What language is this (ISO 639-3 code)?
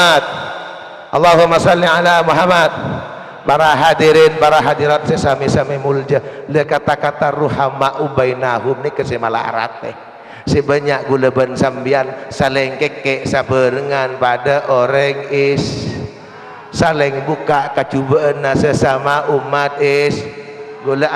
mad